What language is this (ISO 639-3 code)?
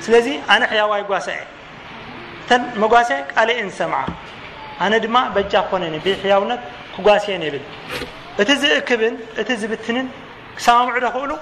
tir